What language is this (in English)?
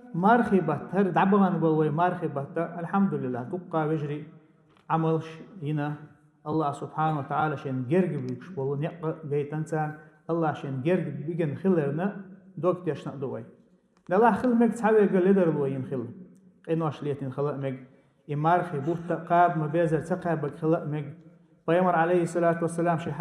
Chechen